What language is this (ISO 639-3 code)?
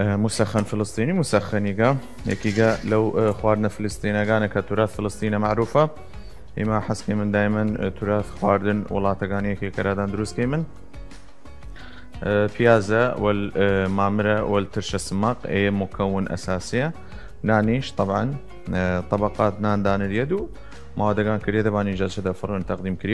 sdh